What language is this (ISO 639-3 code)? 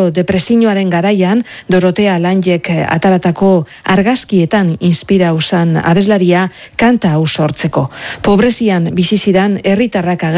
eus